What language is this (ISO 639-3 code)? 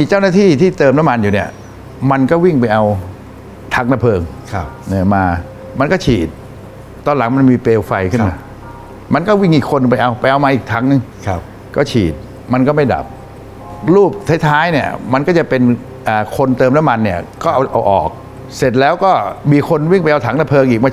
tha